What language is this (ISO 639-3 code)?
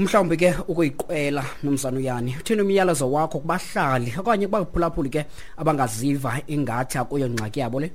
xho